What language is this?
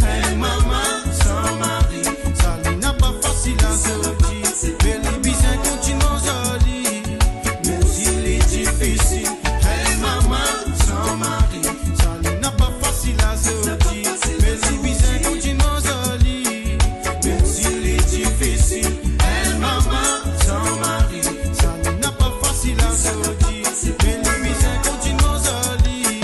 Morisyen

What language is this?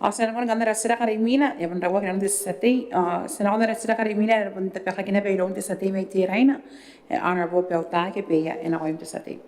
Gilbertese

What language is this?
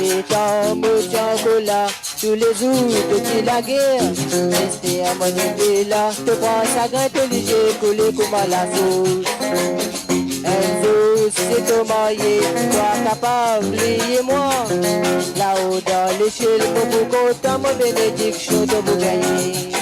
Morisyen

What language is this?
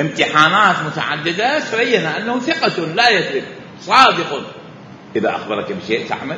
Mesopotamian Arabic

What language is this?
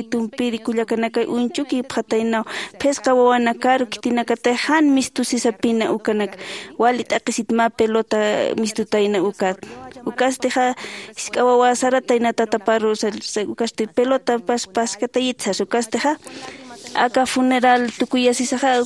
Aymara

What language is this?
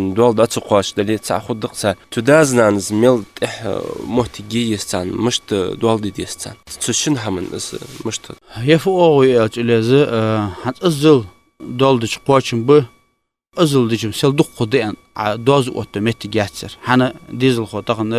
Ingush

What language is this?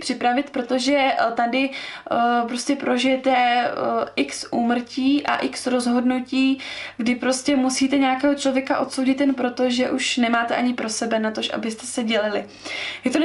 Czech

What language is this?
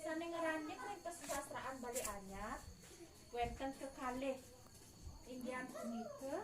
Balinese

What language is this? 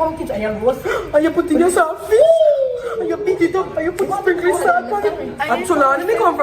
Jamaican Creole English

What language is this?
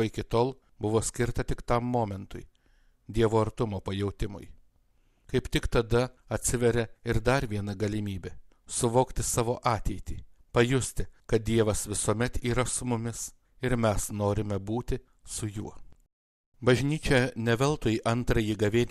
Lithuanian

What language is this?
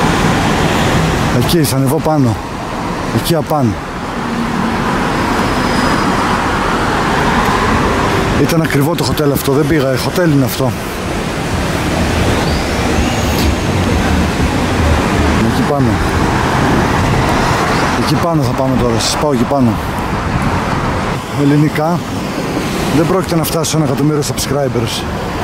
Greek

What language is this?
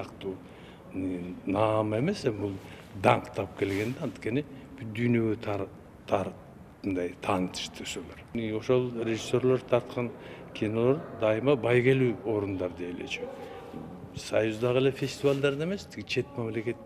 Kyrgyz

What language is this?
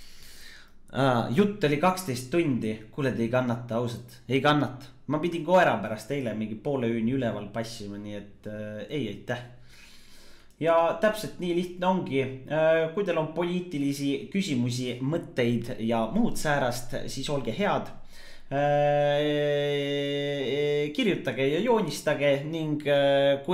Estonian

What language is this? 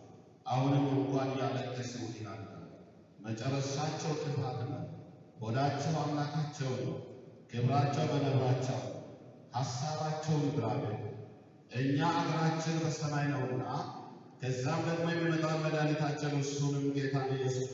Amharic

